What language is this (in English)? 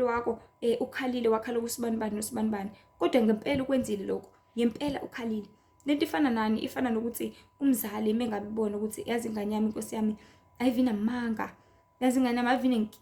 Zulu